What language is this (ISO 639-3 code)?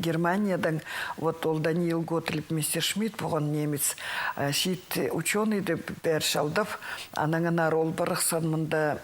kjh